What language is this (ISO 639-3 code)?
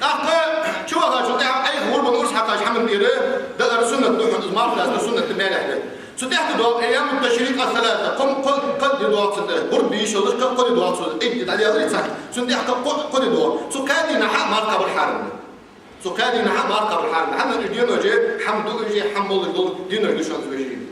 inh